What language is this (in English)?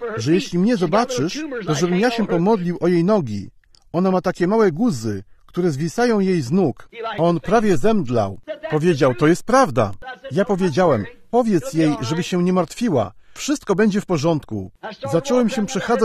Polish